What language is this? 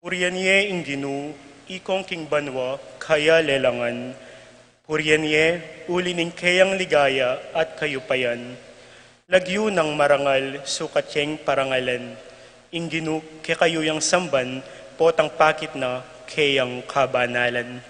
Pampanga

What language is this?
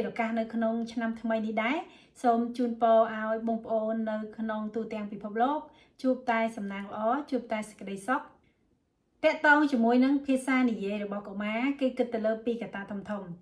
Khmer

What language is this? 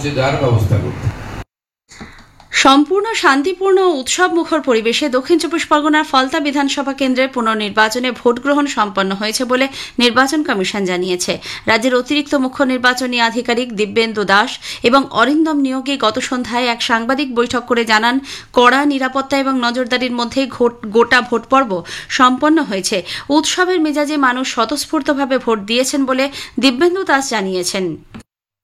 Bangla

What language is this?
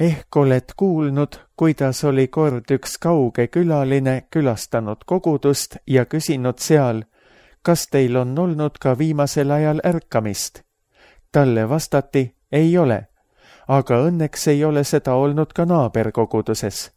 Estonian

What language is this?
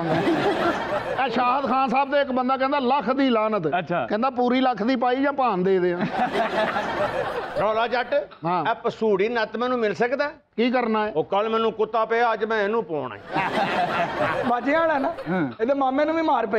Punjabi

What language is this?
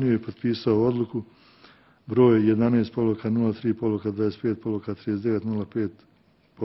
Bosnian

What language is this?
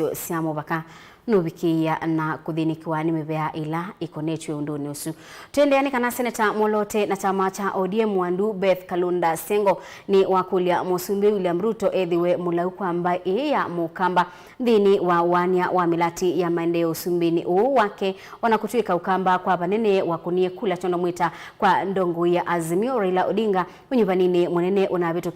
Kamba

